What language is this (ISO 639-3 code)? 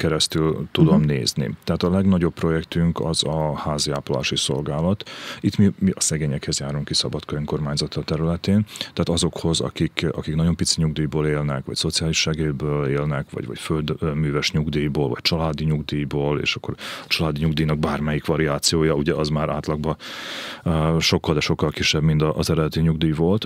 hun